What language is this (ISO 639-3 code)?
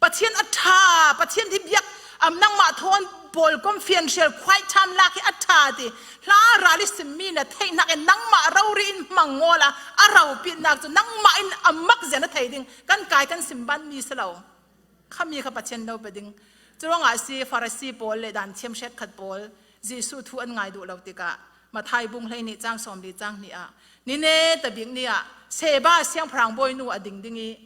cfm